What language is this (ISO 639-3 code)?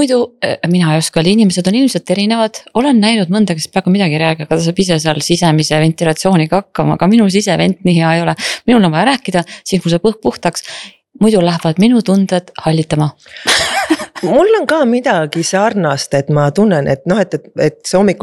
est